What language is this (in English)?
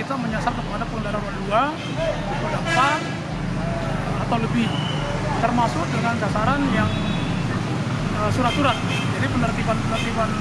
Indonesian